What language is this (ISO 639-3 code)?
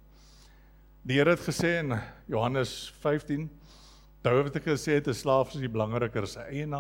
afr